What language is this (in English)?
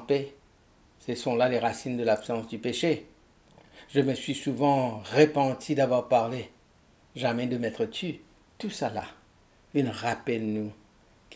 Morisyen